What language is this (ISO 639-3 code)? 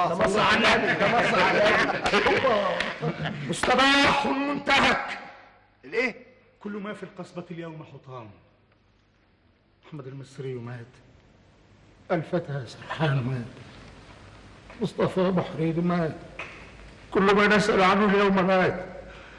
ara